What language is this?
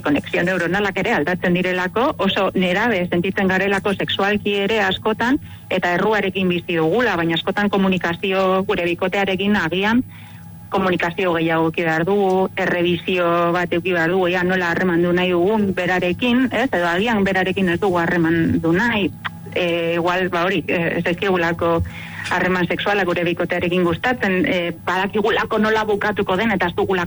Basque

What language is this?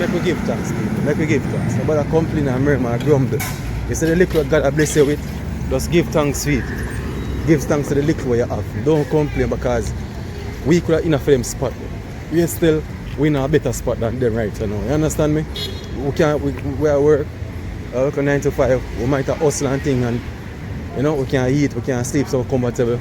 Jamaican Creole English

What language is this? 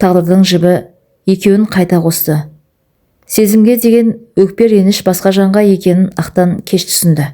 Kazakh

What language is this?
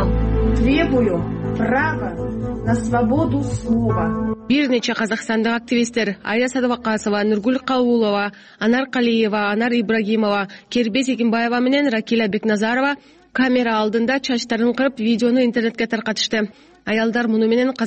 Kyrgyz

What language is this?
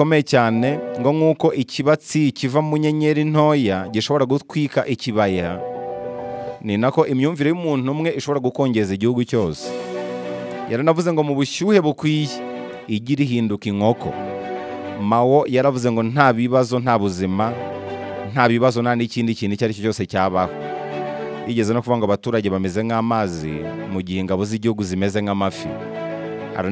Kinyarwanda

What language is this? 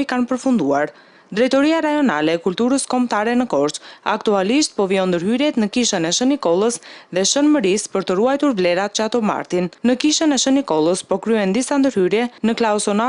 Albanian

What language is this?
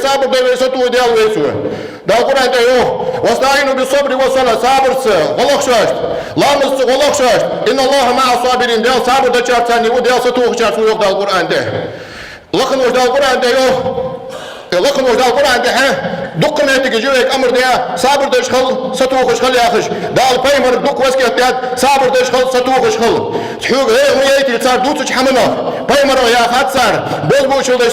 Ingush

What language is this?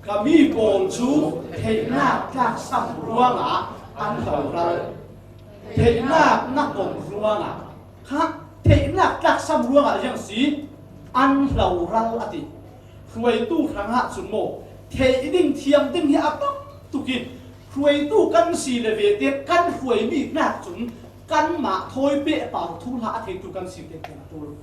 Falam Chin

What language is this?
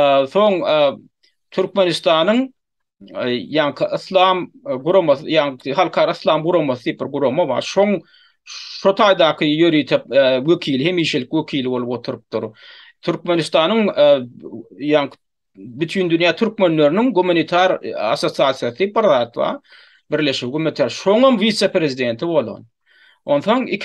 Turkmen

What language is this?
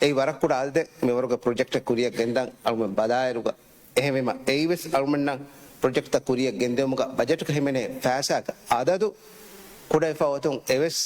Divehi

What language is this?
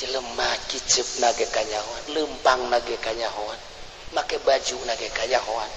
Sundanese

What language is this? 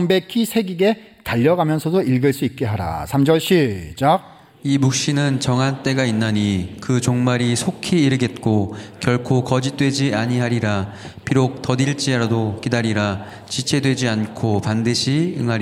Korean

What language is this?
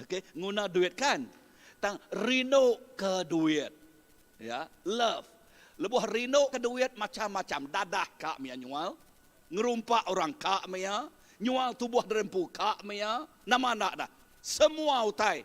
Iban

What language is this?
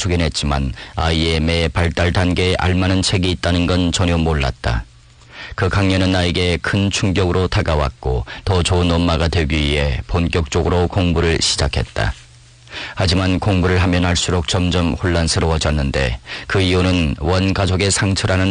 Korean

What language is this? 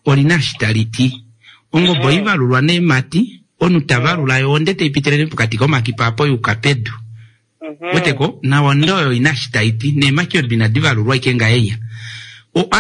Kuanyama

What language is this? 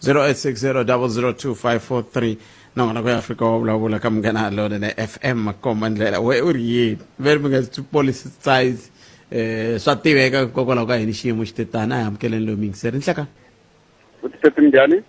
Tsonga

